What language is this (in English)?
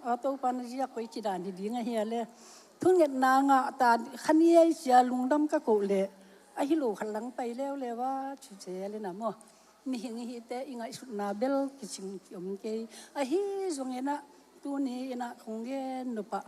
Tedim Chin